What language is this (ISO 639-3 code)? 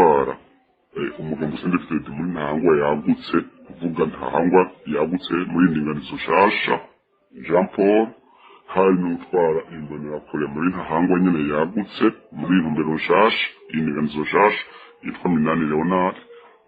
run